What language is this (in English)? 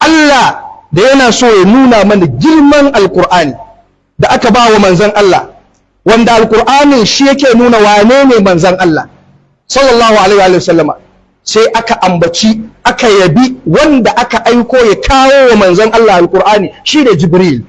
Hausa